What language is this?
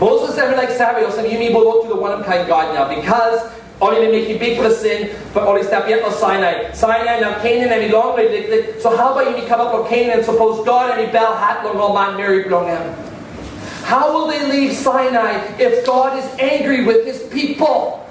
Tok Pisin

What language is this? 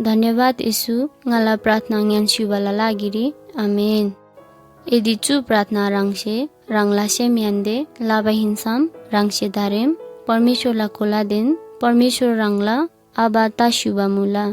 Eastern Tamang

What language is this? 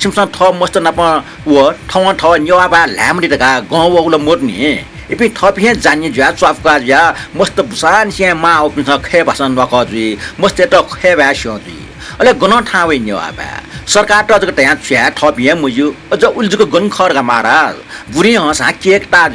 Newari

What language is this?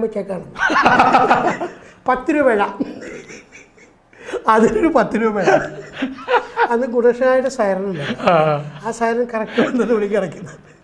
Malayalam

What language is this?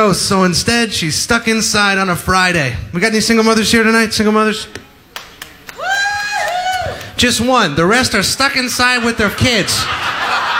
English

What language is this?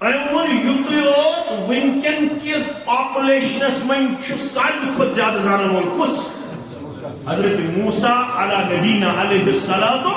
Kashmiri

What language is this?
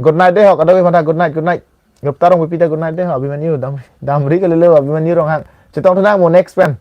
Karbi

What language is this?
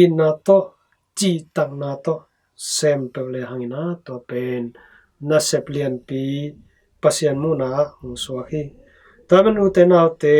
Tedim Chin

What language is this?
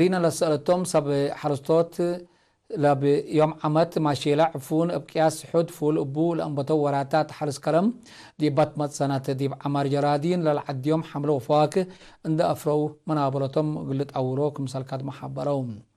Tigre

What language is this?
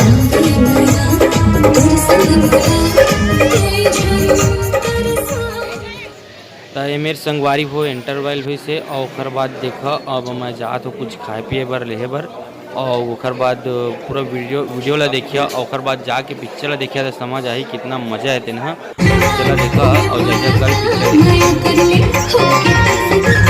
Chhattisgarhi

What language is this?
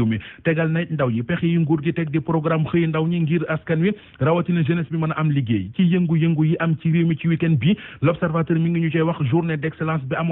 Wolof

